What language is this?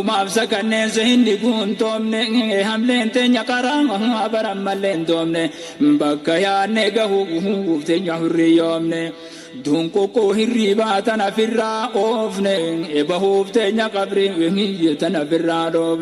Oromo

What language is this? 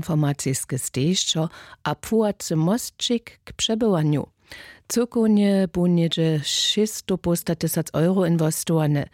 Upper Sorbian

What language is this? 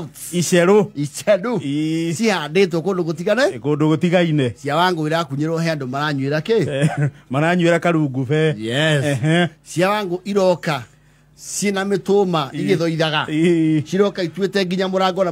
Kikuyu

